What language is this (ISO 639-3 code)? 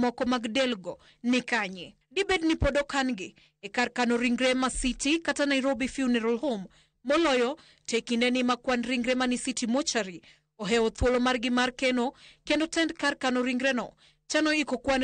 luo